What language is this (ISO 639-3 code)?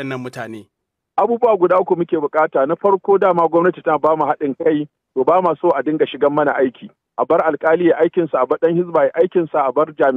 hau